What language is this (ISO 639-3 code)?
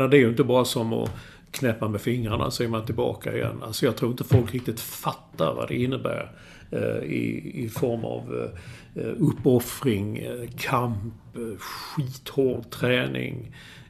swe